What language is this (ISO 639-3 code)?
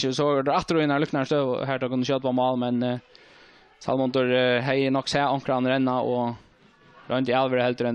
fao